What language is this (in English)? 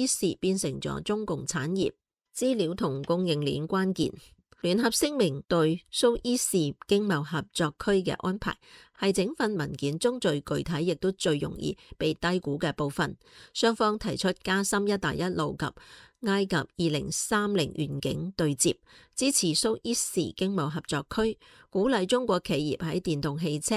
Cantonese